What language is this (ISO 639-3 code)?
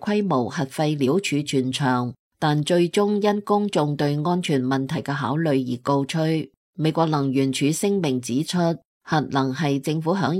yue